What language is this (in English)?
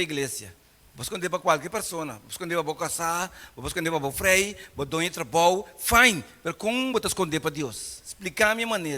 Papiamento